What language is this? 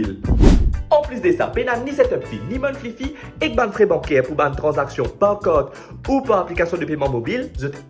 Morisyen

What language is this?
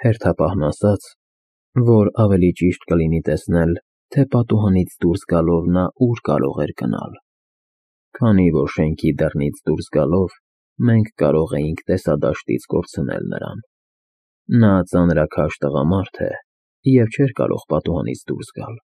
Armenian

